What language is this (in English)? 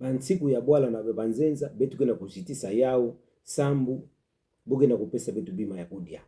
Kituba (Democratic Republic of Congo)